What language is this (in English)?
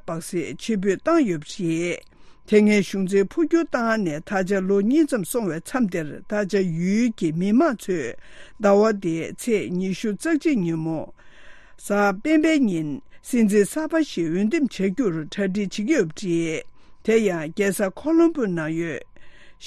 Tibetan